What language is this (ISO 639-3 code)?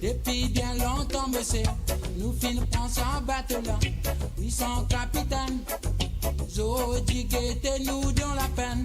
mfe